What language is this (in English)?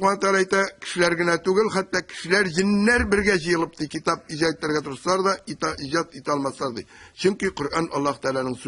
Tatar